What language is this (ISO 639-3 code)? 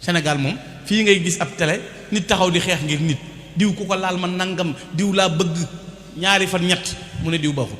wol